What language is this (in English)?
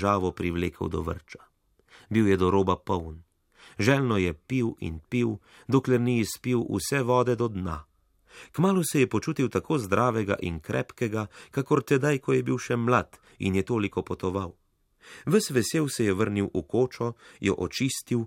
Slovenian